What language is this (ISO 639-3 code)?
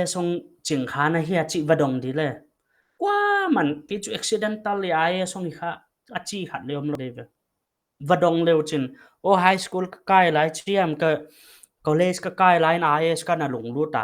pck